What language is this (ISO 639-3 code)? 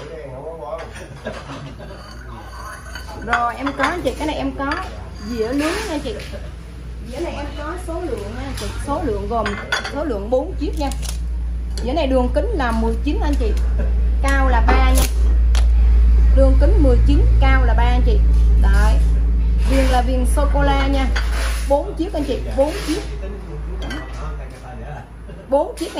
vie